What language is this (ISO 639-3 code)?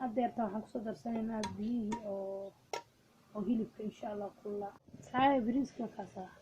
som